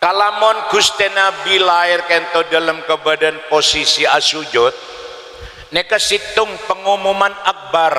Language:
Madurese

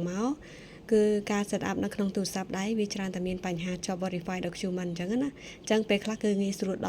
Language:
Khmer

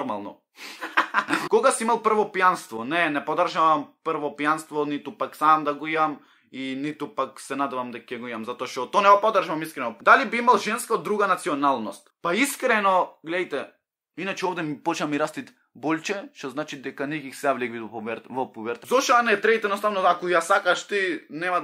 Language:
Macedonian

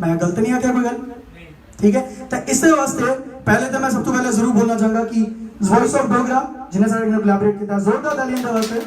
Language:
Dogri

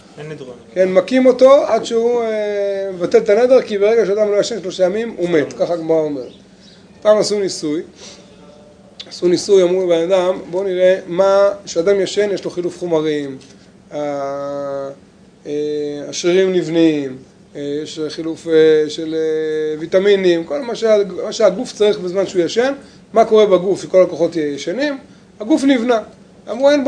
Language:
Hebrew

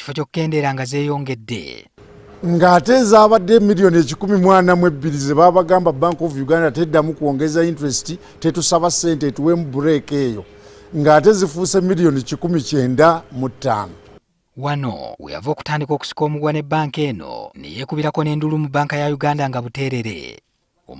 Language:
Ganda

